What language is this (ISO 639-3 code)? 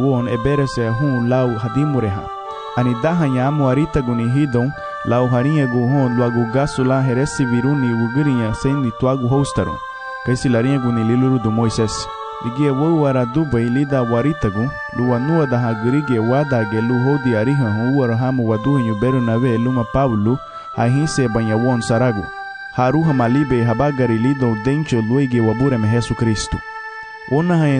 cab